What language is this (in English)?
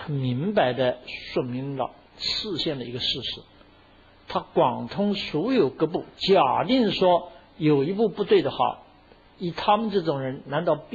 Chinese